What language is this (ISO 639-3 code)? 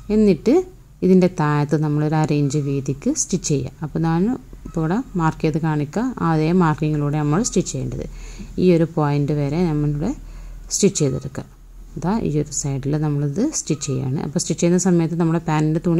mal